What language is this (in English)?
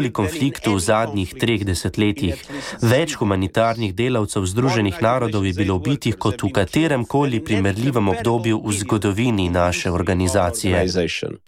Slovenian